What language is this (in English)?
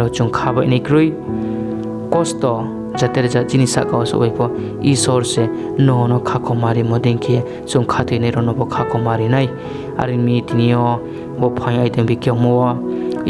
Riang (India)